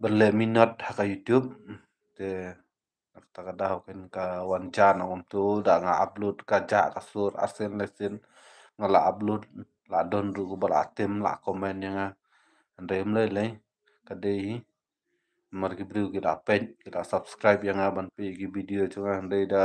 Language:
Khasi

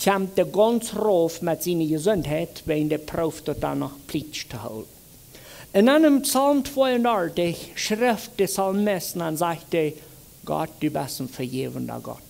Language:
Plautdietsch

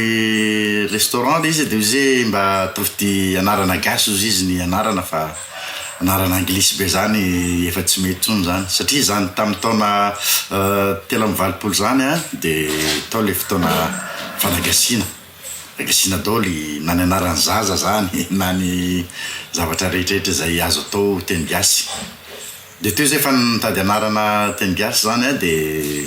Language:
Malagasy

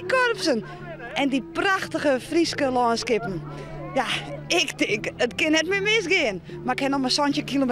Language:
Western Frisian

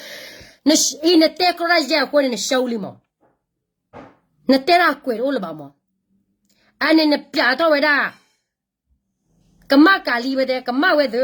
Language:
S'gaw Karen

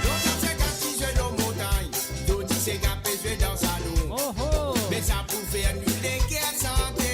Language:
Morisyen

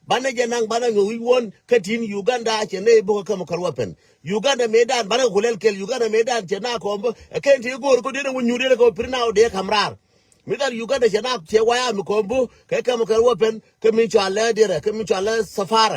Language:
Nuer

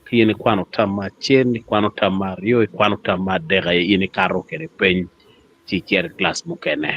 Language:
Acoli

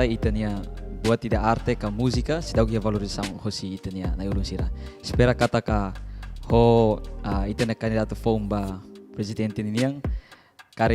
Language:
Tetum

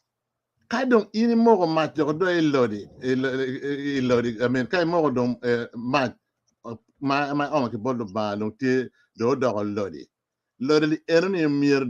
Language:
Acoli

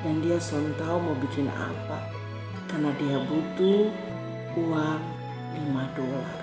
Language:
Kupang Malay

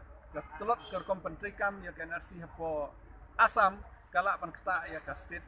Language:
Khasi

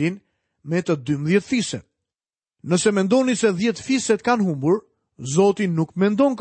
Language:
Albanian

